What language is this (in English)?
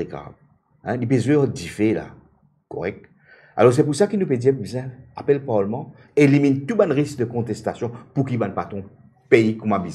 Morisyen